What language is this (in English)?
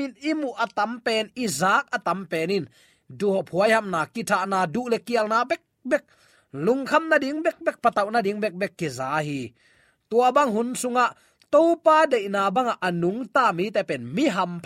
Tedim Chin